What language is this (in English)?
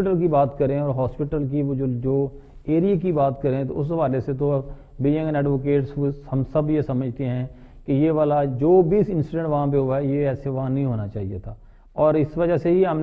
Urdu